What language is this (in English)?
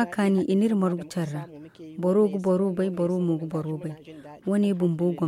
Zarma